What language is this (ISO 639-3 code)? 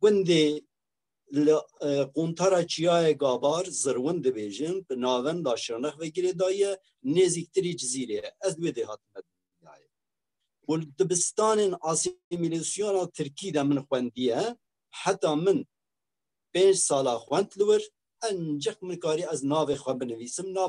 kur